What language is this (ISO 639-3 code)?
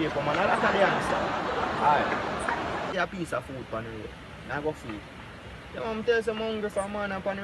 jam